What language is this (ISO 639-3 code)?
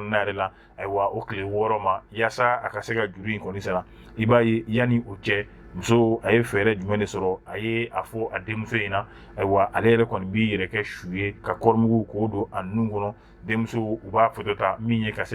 bam